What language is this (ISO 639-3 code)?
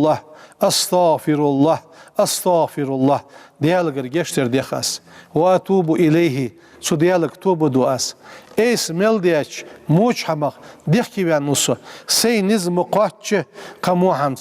inh